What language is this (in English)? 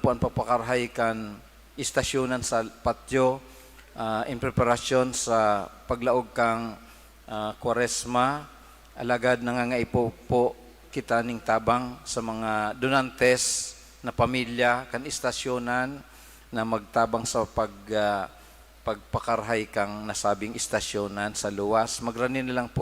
Bikol